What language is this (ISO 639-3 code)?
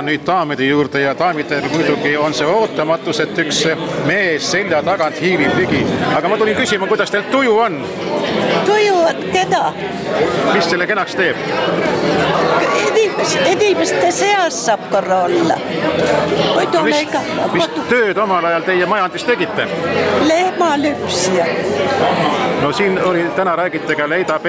est